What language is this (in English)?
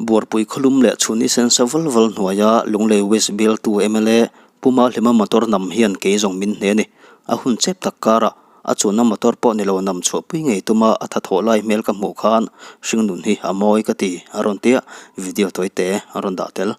Mizo